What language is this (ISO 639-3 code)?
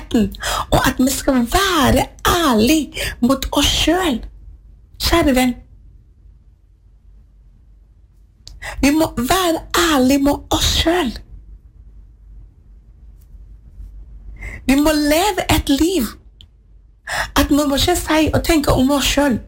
nor